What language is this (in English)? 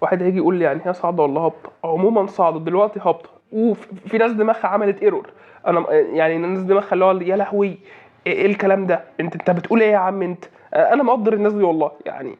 Egyptian Arabic